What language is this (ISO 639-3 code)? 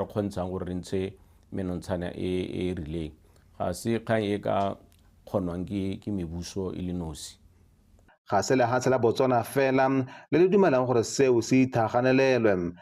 tsn